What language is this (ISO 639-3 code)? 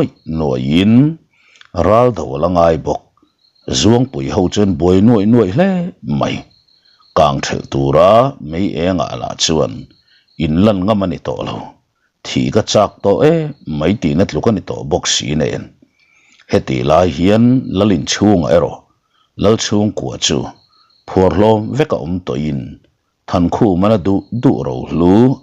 lus